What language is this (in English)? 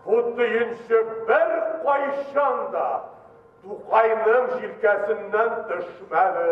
Tatar